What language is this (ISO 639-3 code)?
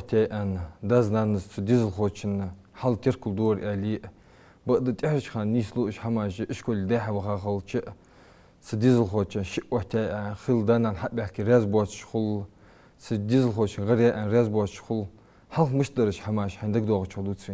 inh